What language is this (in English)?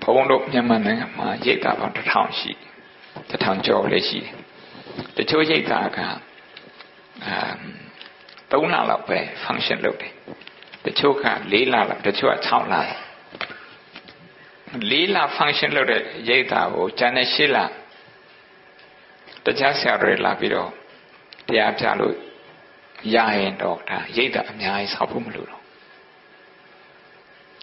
Burmese